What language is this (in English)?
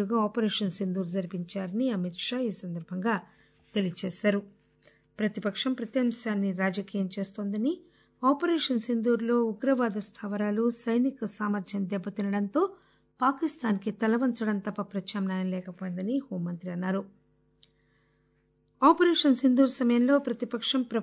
Telugu